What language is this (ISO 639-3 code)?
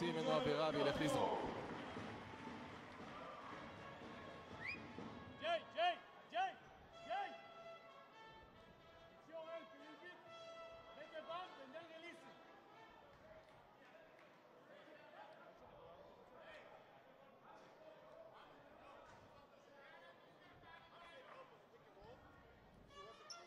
heb